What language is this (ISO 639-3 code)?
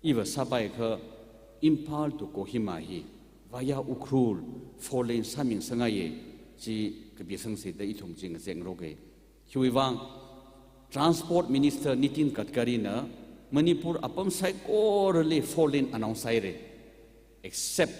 nmf